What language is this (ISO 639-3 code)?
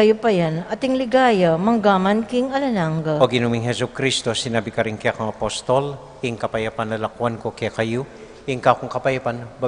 pam